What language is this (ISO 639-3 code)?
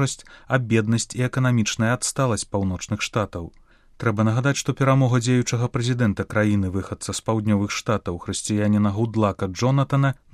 bel